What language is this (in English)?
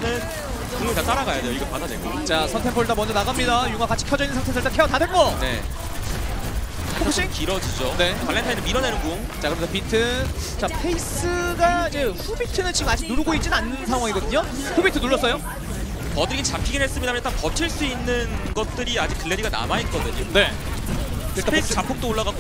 Korean